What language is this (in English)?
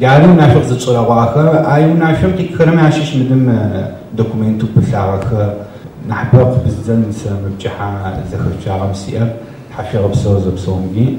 Adyghe